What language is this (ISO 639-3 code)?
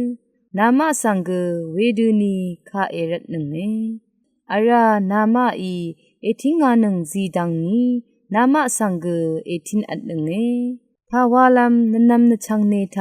raw